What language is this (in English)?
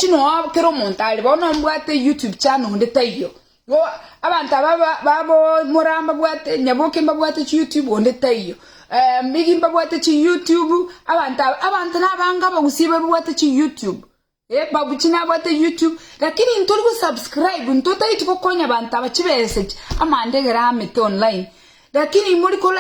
Gusii